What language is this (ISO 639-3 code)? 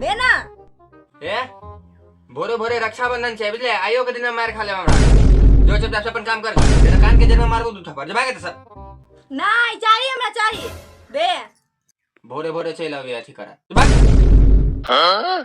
mai